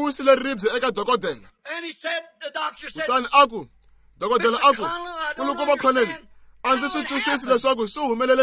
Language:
Tsonga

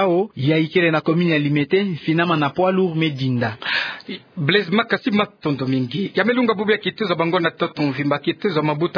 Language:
Kituba (Democratic Republic of Congo)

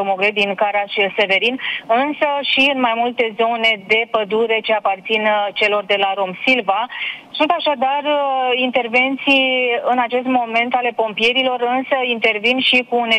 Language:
Romanian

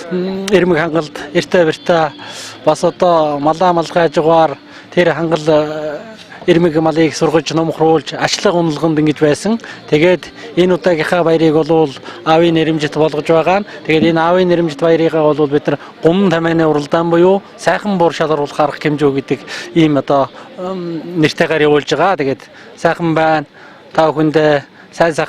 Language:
Mongolian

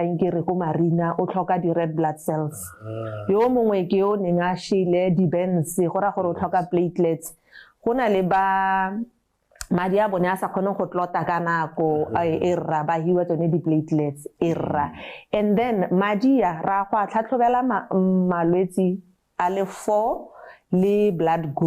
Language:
Tswana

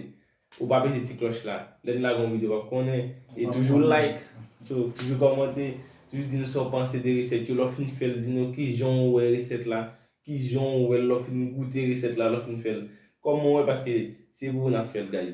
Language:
Haitian Creole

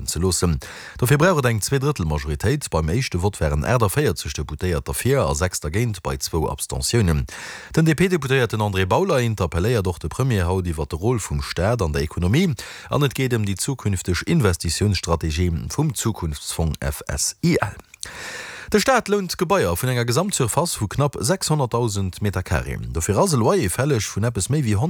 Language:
Luxembourgish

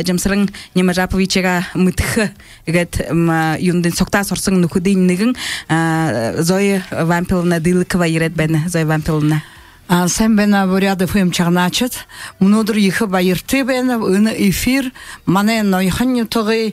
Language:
Buriat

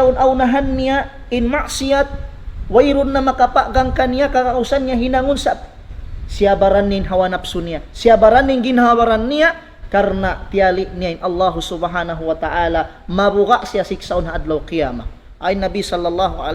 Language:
Tausug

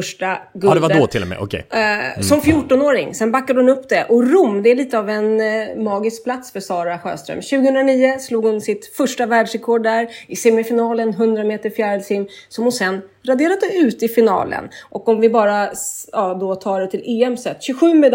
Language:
Swedish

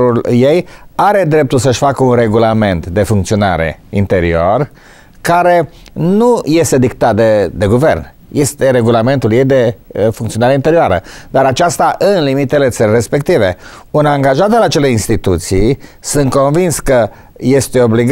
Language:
Romanian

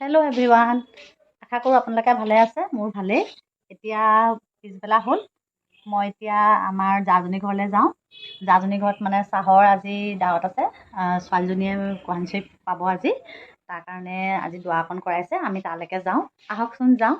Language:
Assamese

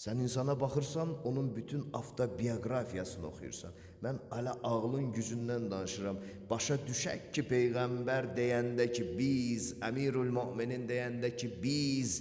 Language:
Azerbaijani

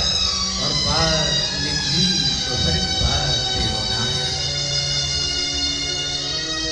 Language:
Hindi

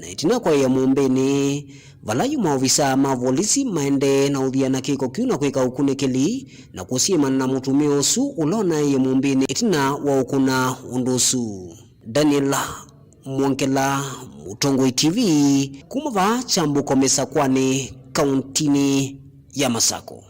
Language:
Kamba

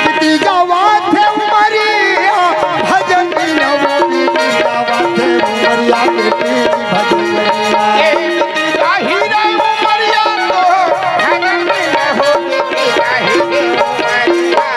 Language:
Chhattisgarhi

